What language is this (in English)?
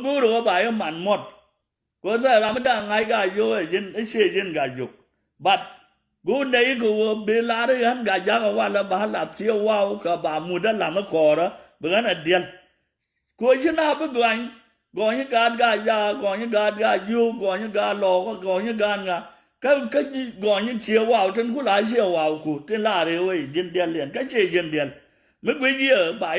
Nuer